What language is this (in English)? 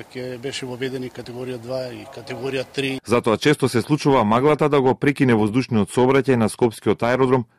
Macedonian